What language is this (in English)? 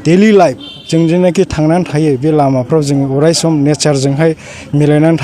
Bodo